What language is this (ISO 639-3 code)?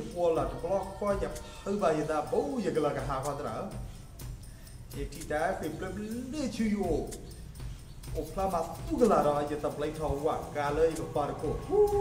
ksw